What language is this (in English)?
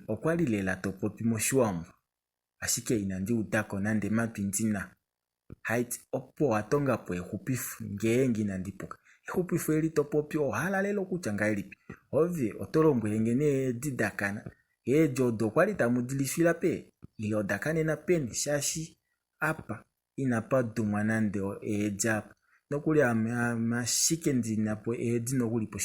Kuanyama